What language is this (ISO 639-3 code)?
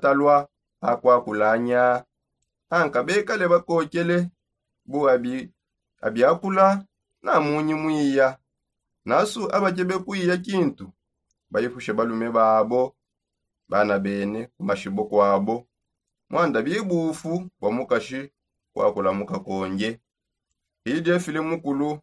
sop